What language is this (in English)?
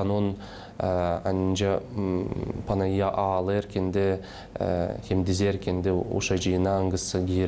Gagauz